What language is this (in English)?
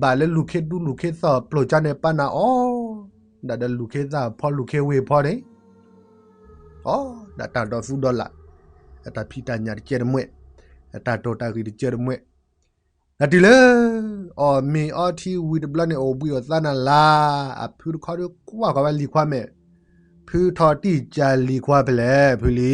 S'gaw Karen